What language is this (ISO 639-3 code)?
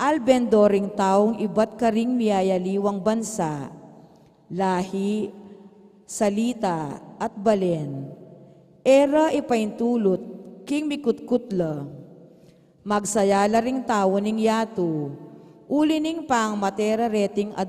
pam